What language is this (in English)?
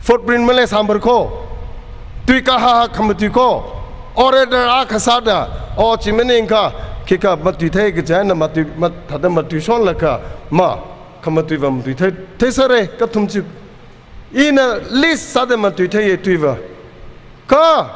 Tangkhul Naga (India)